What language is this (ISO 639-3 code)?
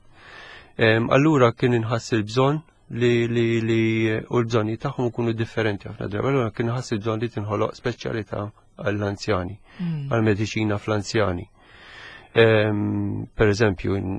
mlt